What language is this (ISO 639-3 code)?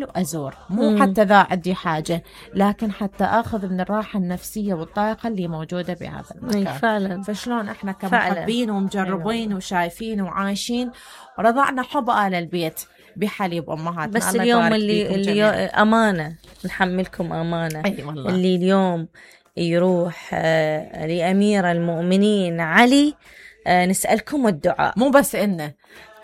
acm